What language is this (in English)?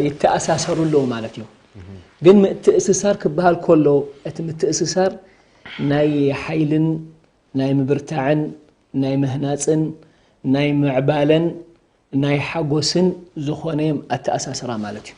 Tigrinya